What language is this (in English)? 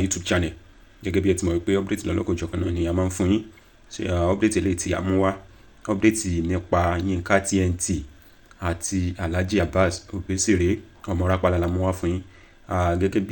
Yoruba